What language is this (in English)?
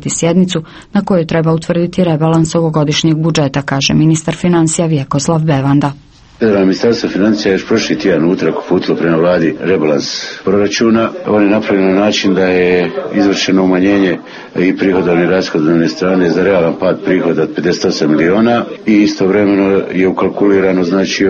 Croatian